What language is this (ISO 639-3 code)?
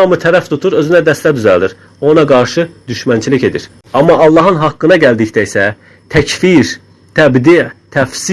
aze